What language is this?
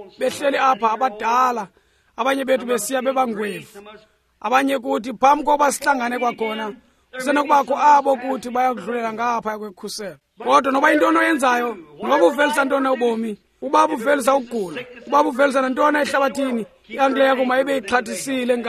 Xhosa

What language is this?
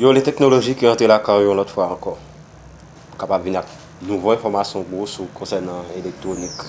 Haitian Creole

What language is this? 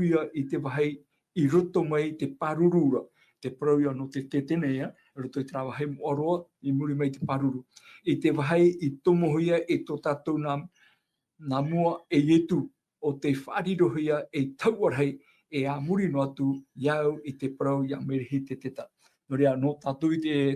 Tahitian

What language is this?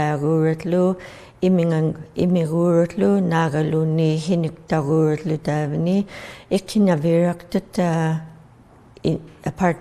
Inuktitut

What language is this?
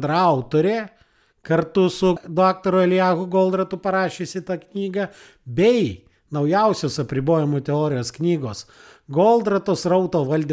Lithuanian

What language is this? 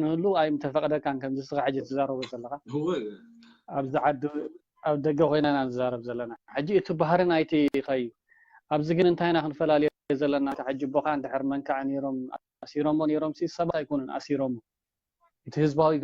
Tigrinya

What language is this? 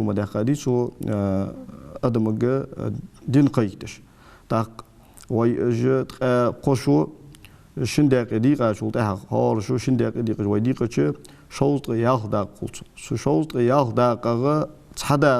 Ingush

